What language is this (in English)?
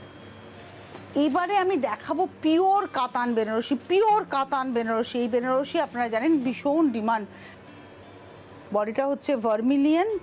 Bangla